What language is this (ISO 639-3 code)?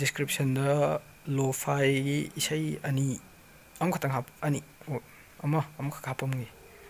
mni